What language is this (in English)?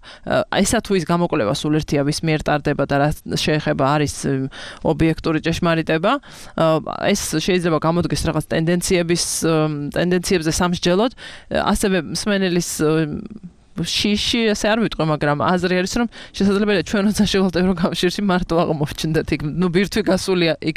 Georgian